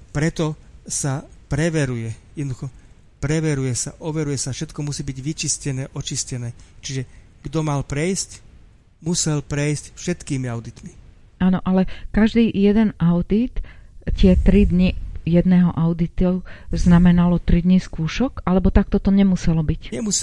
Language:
Slovak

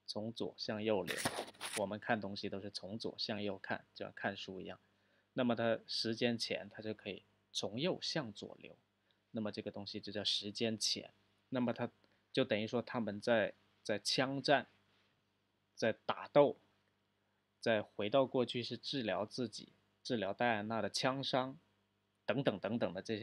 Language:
Chinese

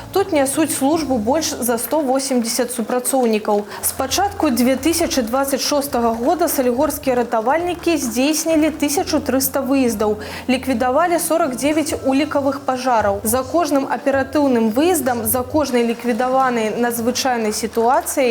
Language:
Belarusian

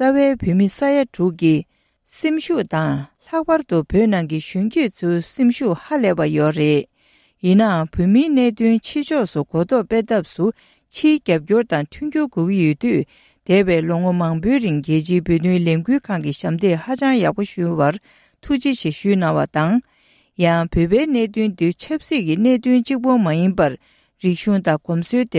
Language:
Tibetan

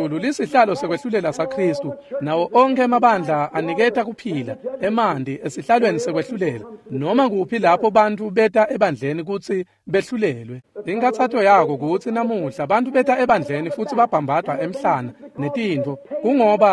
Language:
Swati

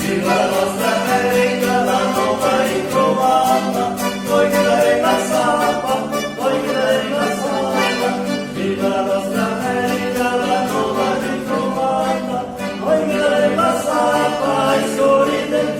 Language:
Venetian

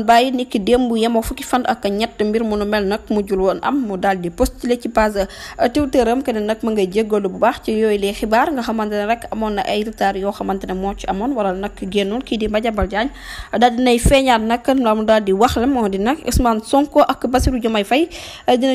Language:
Wolof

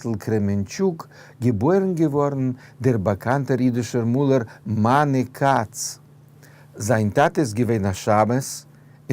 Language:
Yiddish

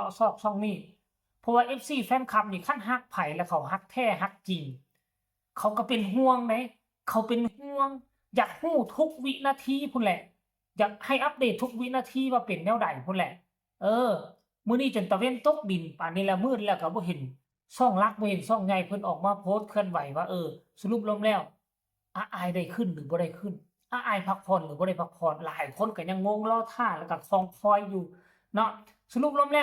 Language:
Northeastern Thai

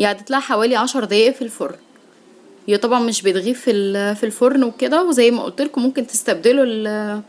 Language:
Egyptian Arabic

